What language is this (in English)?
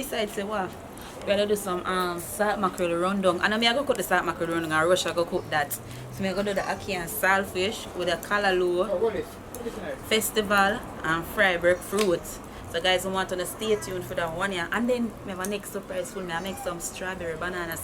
Jamaican Creole English